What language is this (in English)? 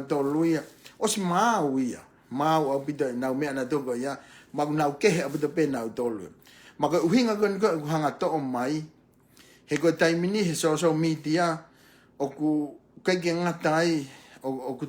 Tongan